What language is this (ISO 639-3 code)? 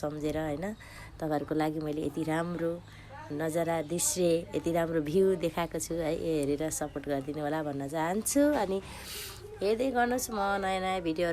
nep